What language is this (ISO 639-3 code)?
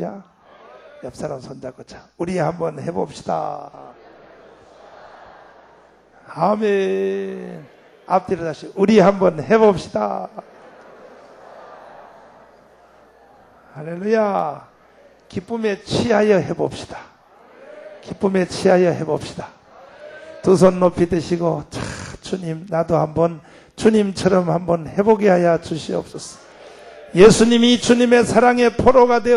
kor